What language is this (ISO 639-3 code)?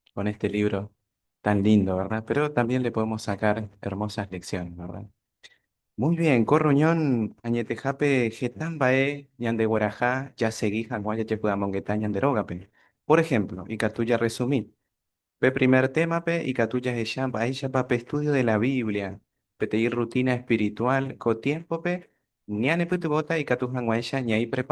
grn